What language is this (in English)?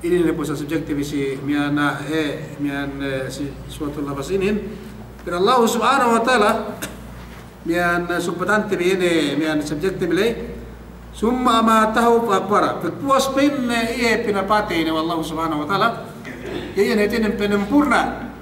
Yakan